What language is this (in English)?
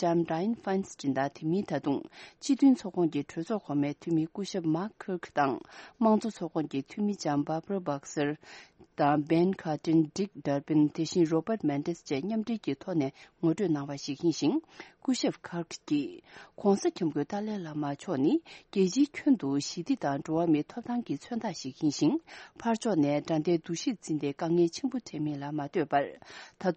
Tibetan